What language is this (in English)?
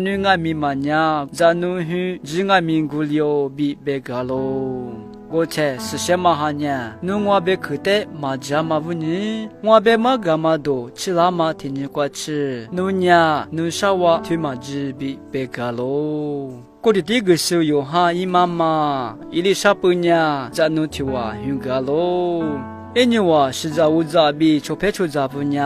Lisu